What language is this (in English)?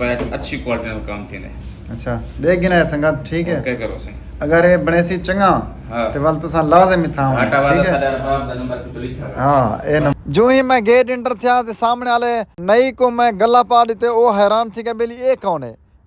Saraiki